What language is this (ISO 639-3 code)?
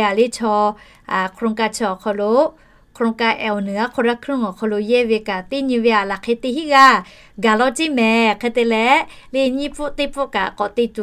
lhu